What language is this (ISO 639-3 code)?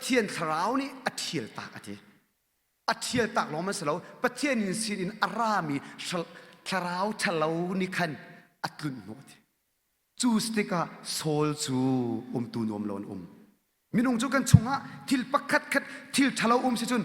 cnh